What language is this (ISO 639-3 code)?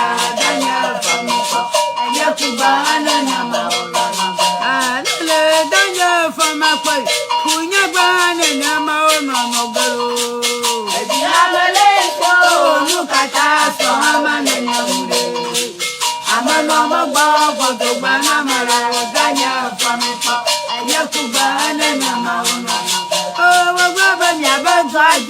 ewe